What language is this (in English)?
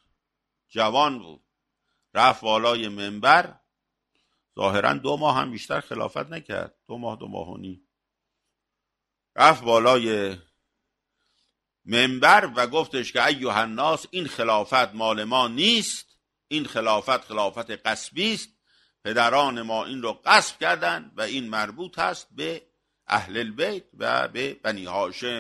Persian